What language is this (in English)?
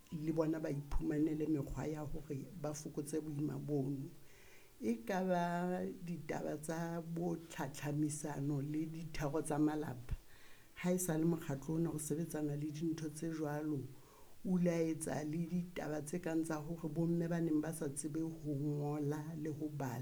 Southern Sotho